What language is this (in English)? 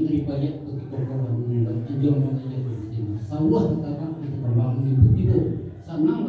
Minangkabau